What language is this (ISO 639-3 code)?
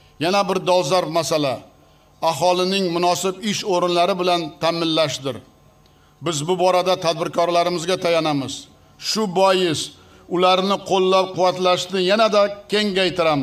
uzb